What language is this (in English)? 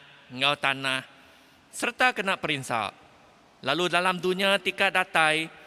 Iban